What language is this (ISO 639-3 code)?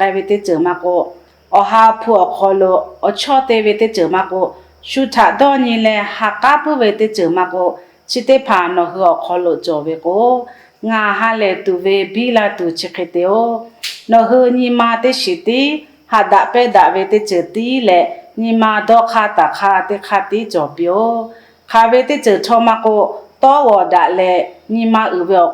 lhu